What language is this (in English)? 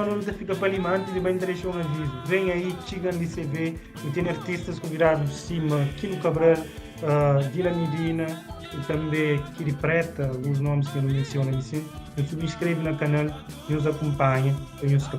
Kabuverdianu